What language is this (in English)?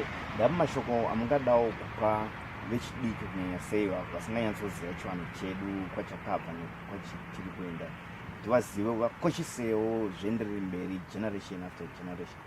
Shona